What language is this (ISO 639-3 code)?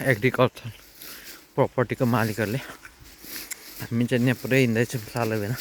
nep